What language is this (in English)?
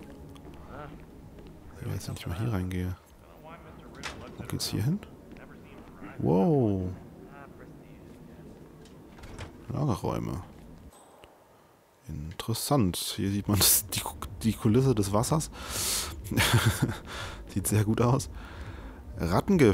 German